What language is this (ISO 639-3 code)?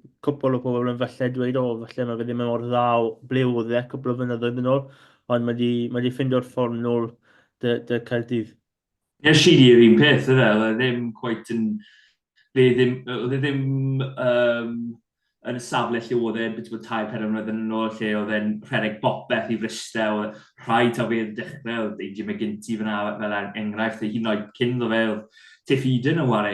cym